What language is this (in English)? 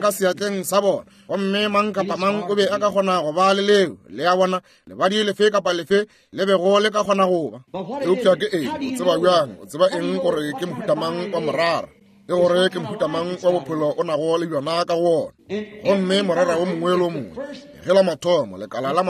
Northern Sotho